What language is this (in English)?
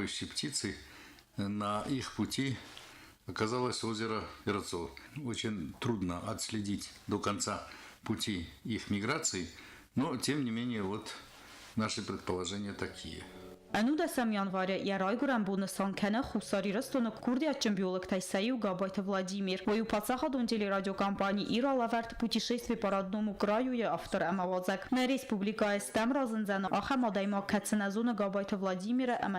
Ossetic